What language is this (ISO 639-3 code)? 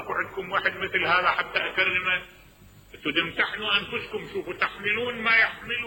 acm